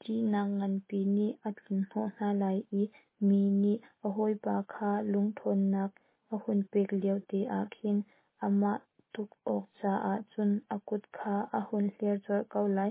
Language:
Hakha Chin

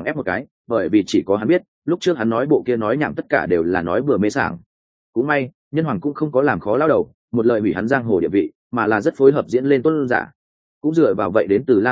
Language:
Vietnamese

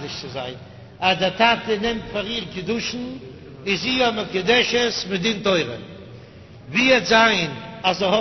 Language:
Yiddish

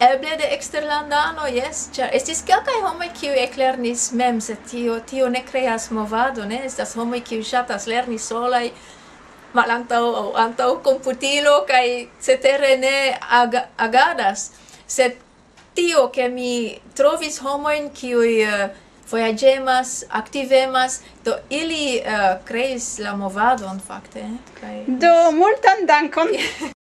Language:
Esperanto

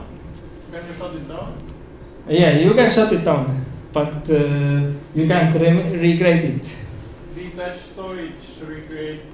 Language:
English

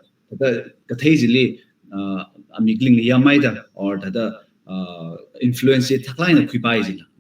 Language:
Tangkhul Naga (India)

